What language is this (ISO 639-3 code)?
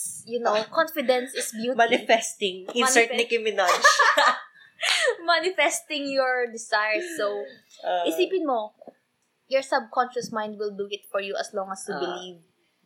fil